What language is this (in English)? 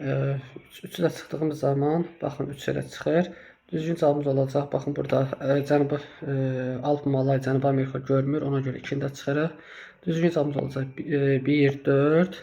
Azerbaijani